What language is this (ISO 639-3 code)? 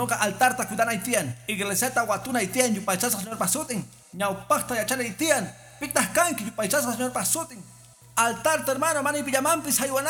que